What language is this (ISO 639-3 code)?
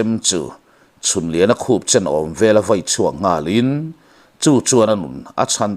lus